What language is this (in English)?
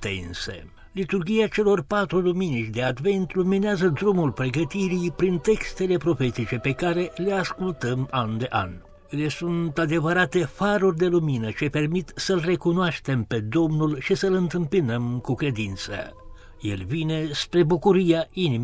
Romanian